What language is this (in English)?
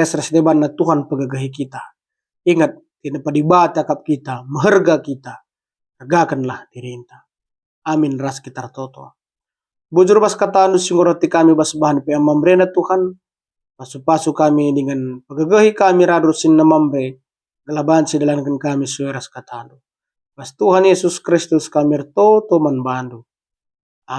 Batak Karo